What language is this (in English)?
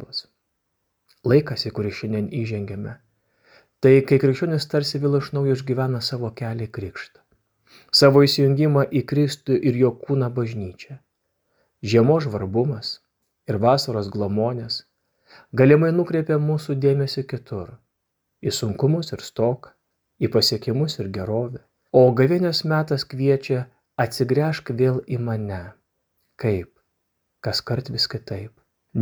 Lithuanian